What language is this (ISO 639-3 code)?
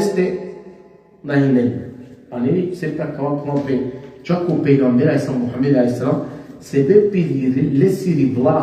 rmn